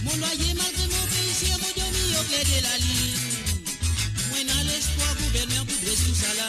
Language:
Morisyen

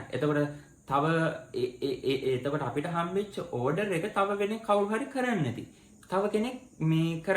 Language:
Sinhala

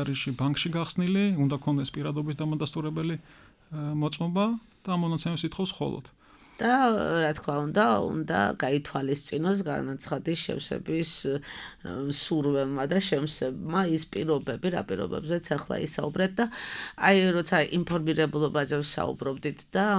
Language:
Georgian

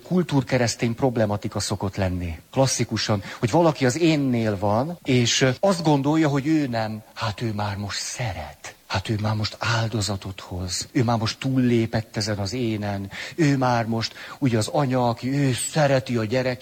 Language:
Hungarian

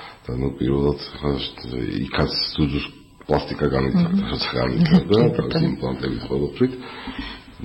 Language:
Georgian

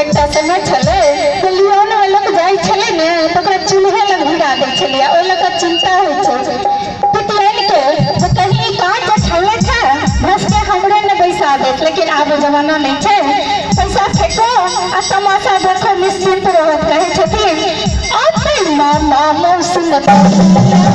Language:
Maithili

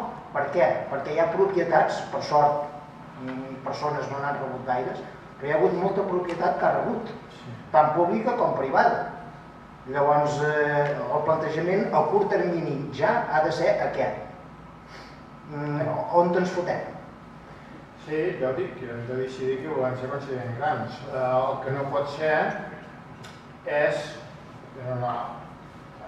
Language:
Catalan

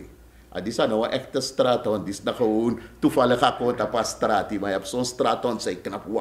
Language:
Sranan Tongo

